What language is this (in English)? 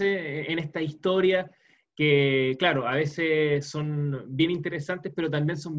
Spanish